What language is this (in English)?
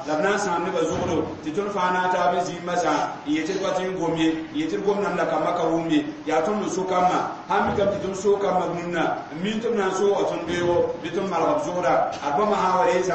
Mossi